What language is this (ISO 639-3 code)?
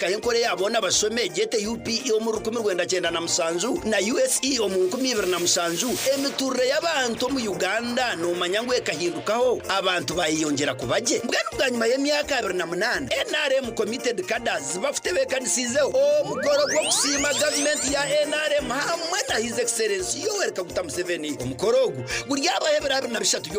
nyn